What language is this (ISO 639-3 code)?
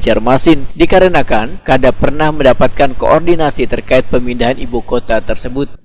bjn